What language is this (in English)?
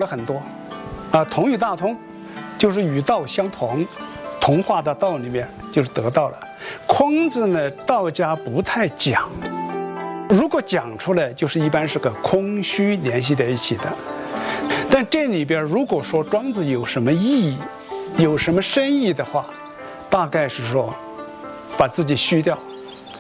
Chinese